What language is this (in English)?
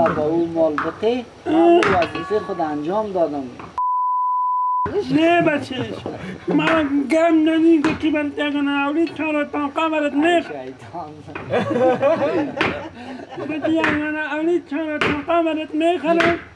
Persian